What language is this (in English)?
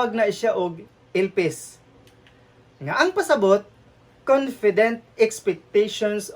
Cebuano